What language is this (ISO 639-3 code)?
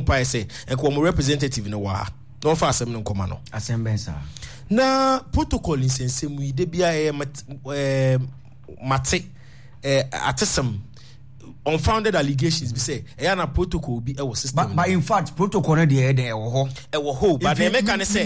aka